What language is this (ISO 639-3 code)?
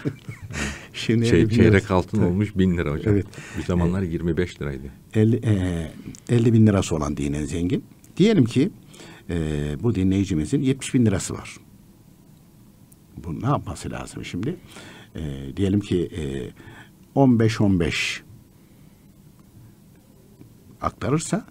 tur